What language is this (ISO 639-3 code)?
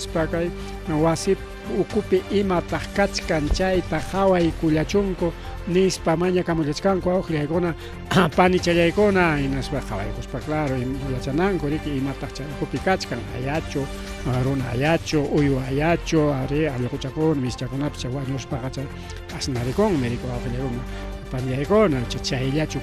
quy